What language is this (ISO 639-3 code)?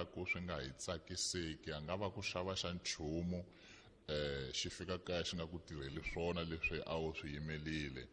tso